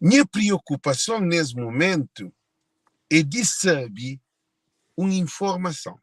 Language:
Kabuverdianu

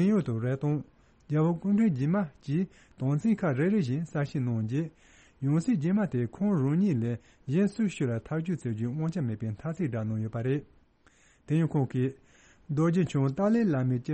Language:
Tibetan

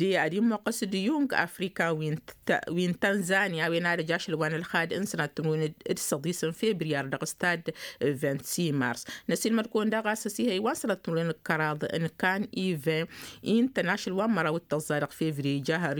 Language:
Tamasheq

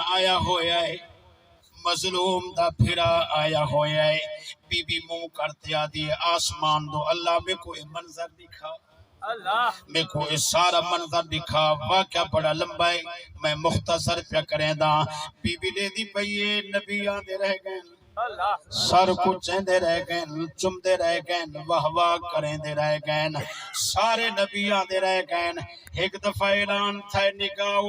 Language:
Saraiki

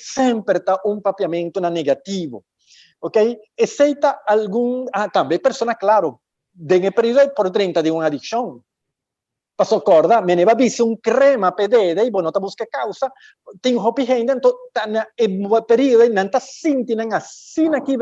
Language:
Papiamento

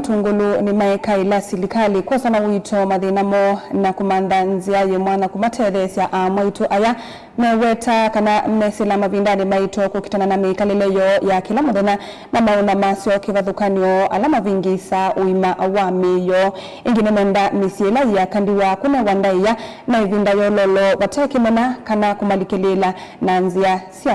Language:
Kamba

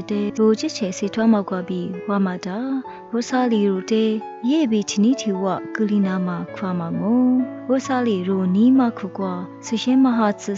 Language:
Lisu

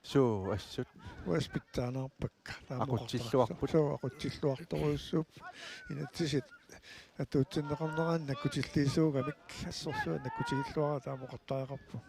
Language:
Kalaallisut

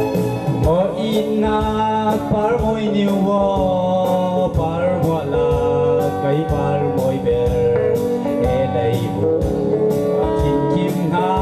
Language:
Falam Chin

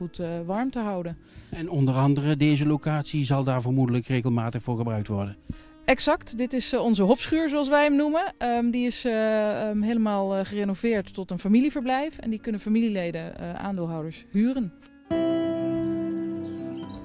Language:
Dutch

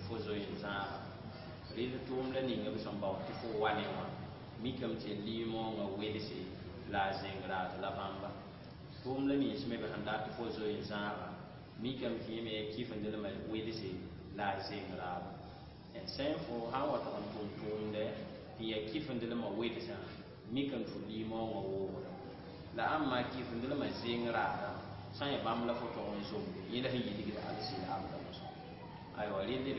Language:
Mossi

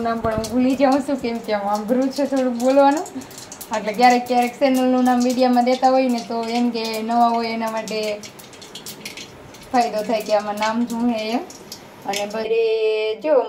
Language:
Gujarati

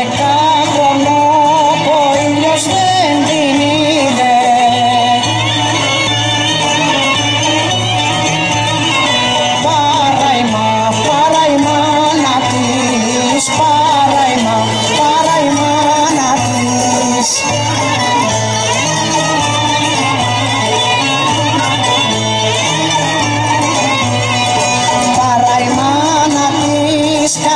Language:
Greek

